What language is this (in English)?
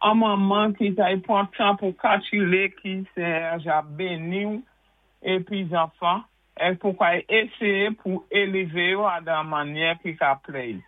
Saint Lucian Creole French